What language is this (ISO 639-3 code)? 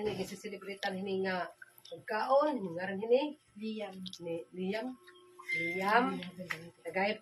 war